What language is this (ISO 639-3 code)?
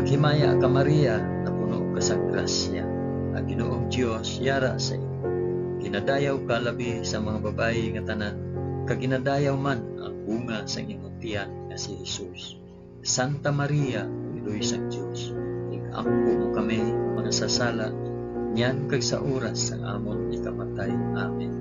hil